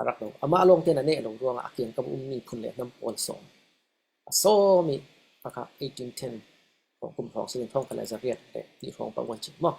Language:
Falam Chin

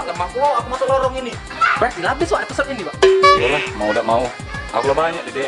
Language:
Musi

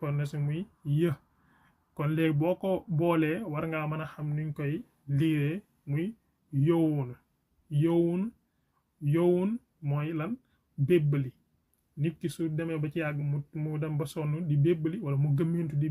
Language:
Wolof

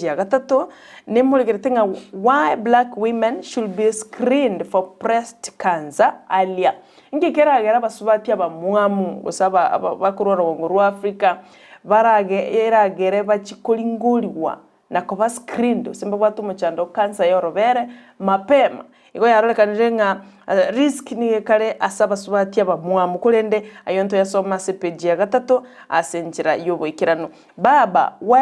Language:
Gusii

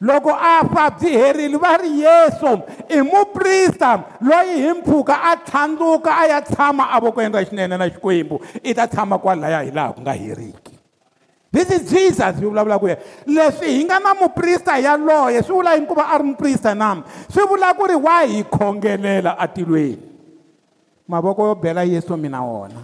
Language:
Tsonga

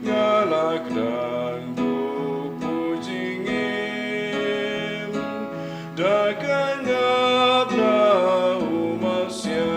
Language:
Khasi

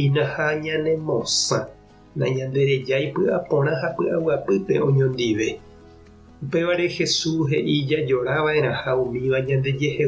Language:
Guarani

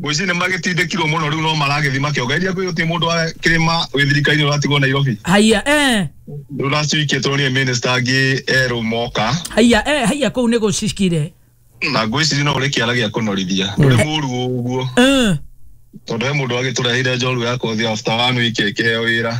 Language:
Kikuyu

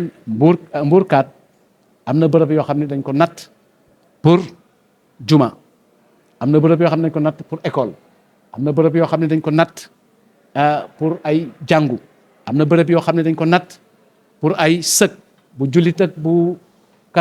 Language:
Wolof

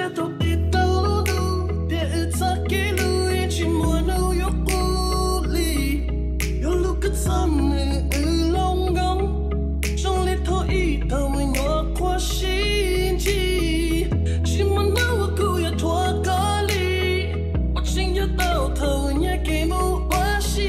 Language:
Hmong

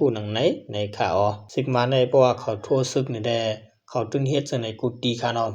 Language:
Shan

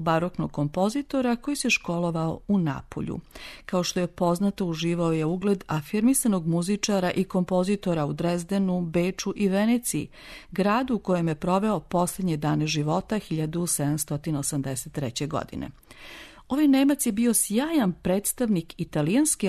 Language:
Serbian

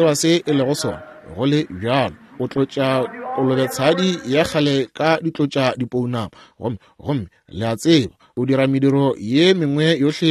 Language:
Northern Sotho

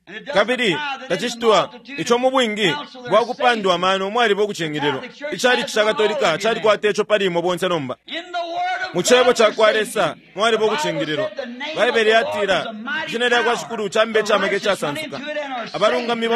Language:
Bemba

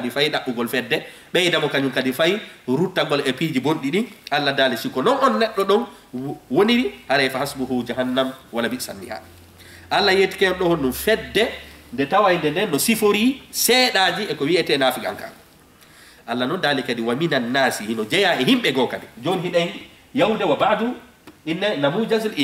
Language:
Fula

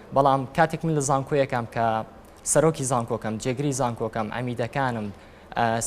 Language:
Central Kurdish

